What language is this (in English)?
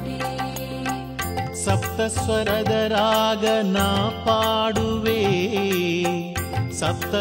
Kannada